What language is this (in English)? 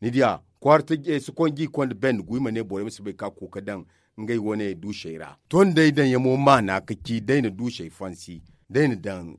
Zarma